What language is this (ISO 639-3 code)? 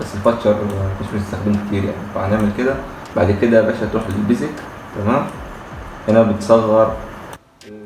arz